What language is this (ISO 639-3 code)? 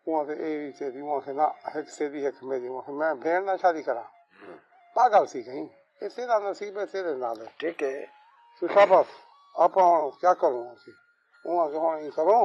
skr